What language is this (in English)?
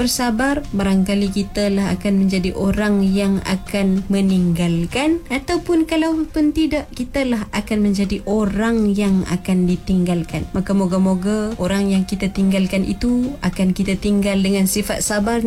Malay